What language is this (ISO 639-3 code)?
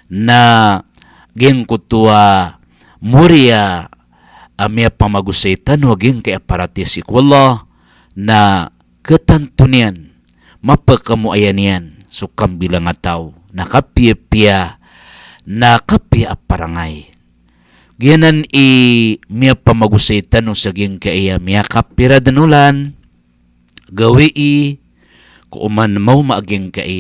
mrw